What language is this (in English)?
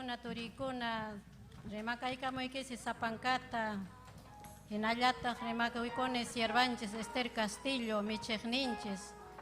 Ayacucho Quechua